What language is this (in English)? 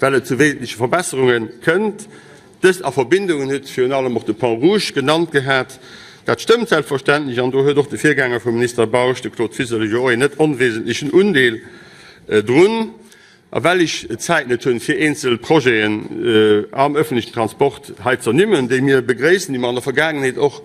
Luxembourgish